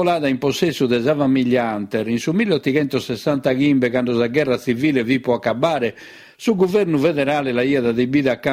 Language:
Sardinian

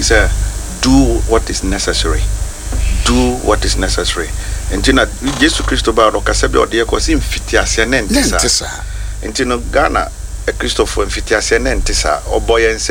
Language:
Akan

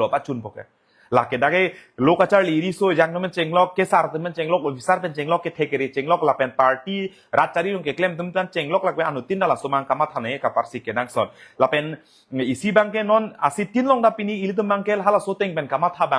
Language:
Karbi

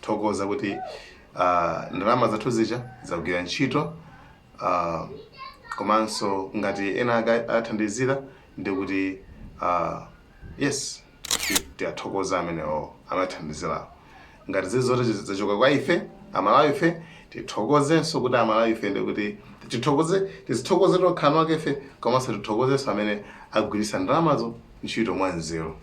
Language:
Nyanja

